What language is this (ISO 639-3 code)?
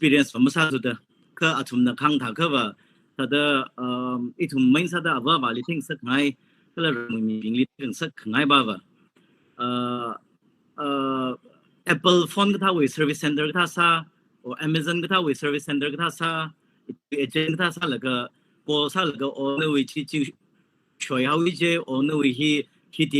nmf